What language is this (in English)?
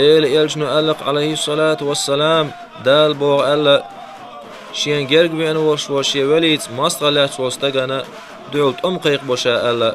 Chechen